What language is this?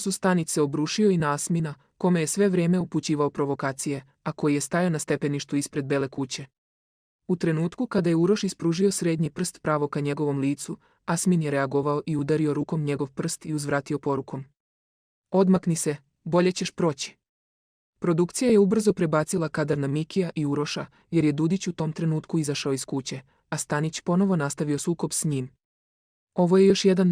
Serbian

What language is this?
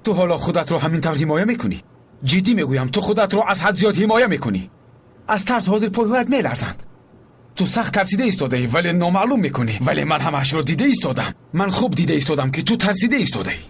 Tajik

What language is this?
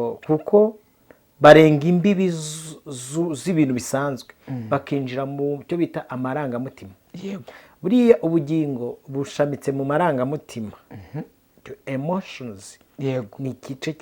Kinyarwanda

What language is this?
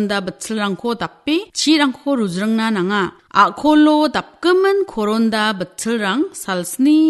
Garo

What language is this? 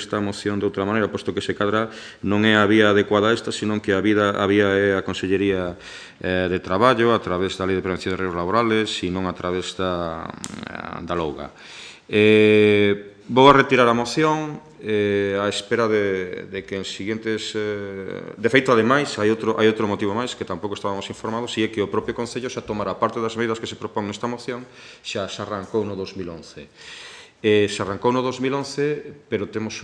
Galician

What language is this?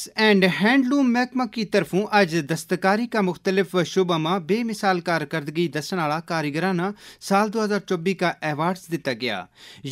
Gujari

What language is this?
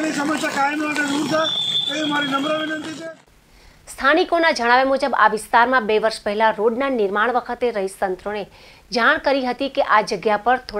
Gujarati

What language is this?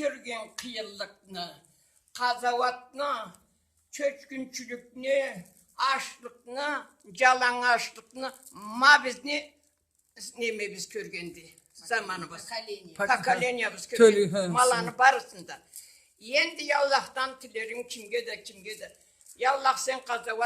Karachay-Balkar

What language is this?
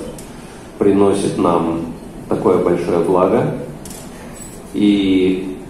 Russian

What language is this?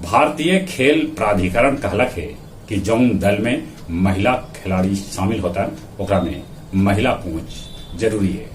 Magahi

